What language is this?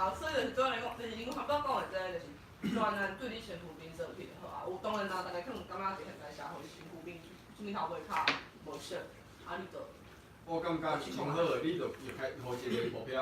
Min Nan Chinese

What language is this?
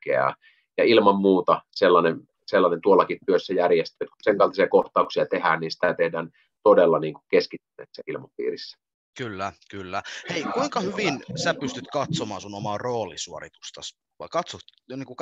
Finnish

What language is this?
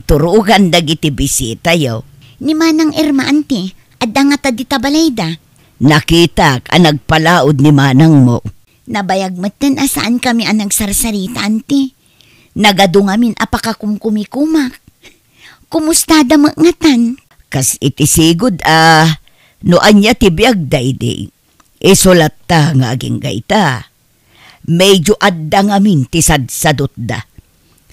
Iloko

